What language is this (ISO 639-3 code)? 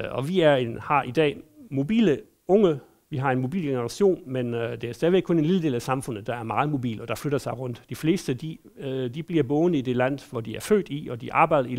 dan